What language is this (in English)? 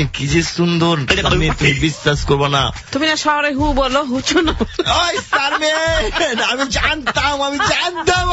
Bangla